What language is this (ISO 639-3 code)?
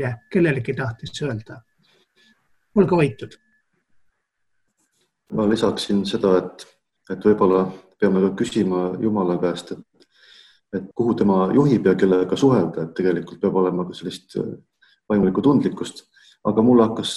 est